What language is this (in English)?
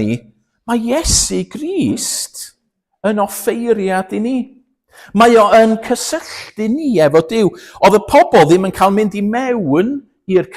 Welsh